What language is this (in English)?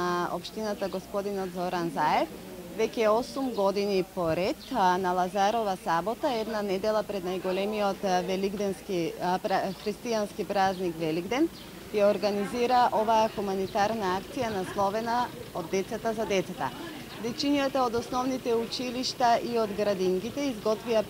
Macedonian